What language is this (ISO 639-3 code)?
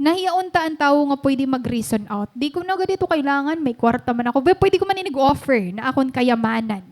war